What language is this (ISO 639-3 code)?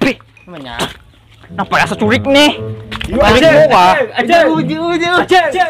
bjn